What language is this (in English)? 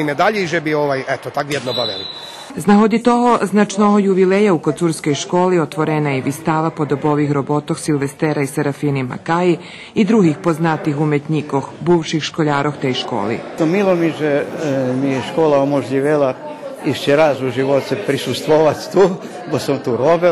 Rusyn